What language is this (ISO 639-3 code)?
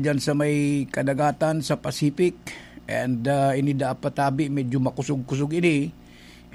bik